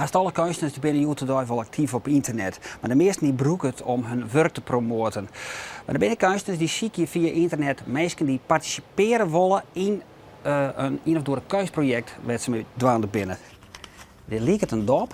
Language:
Western Frisian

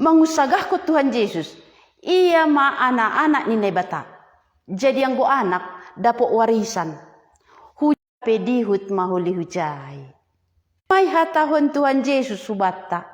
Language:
Batak Simalungun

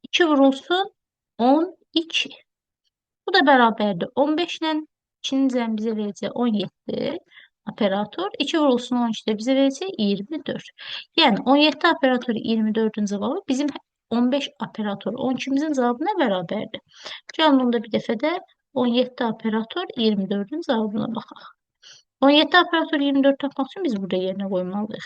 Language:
Azerbaijani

